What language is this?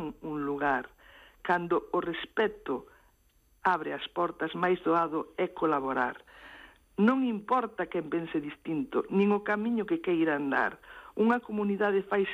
Galician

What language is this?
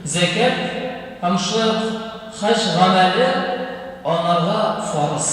Tatar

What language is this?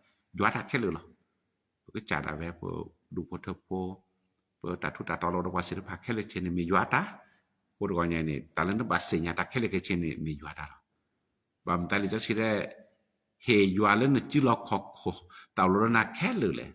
S'gaw Karen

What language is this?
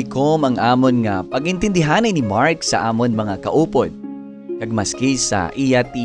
Hiligaynon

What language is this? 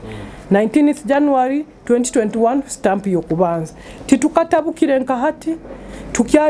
Nyoro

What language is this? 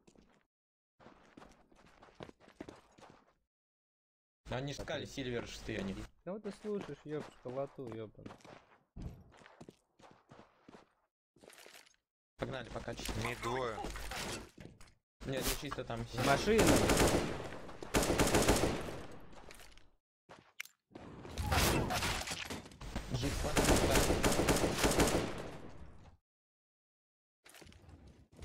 Russian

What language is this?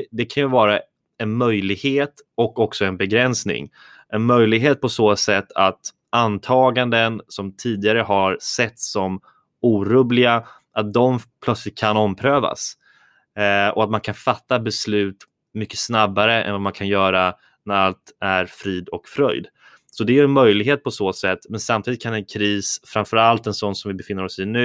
Swedish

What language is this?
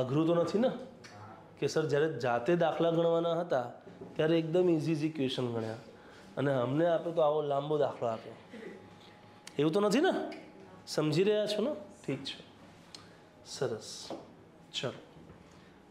Gujarati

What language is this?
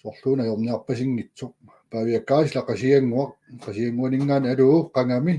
Kalaallisut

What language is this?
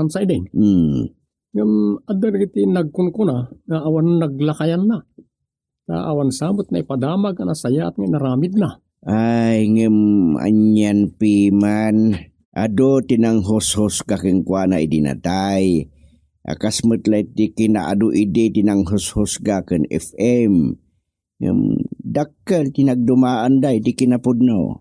Iloko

